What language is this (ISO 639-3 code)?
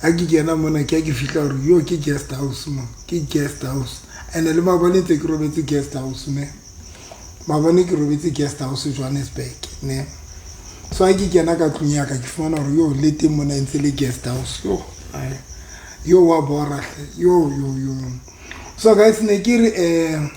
sot